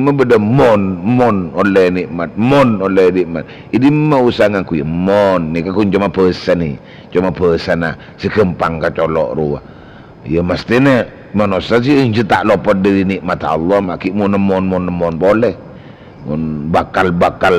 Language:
Madurese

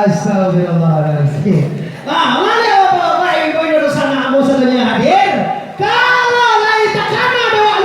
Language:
Minangkabau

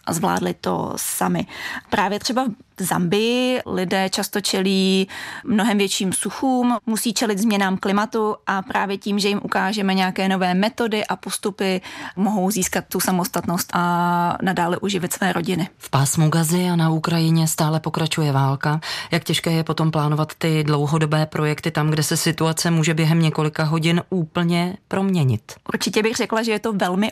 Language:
Czech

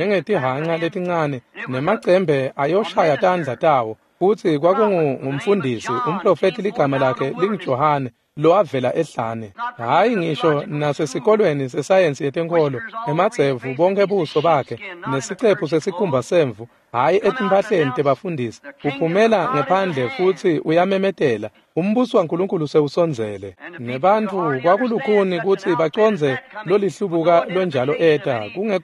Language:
Swati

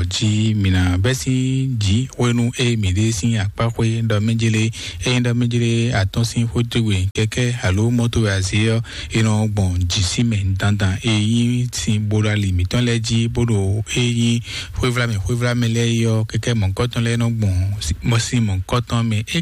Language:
Fon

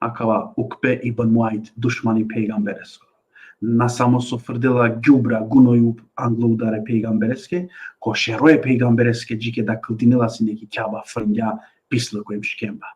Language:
Balkan Romani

